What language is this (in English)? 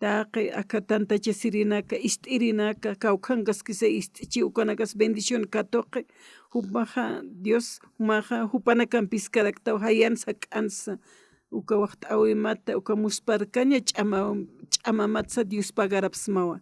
Aymara